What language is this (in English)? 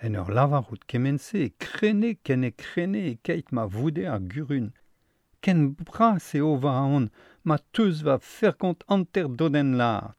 Breton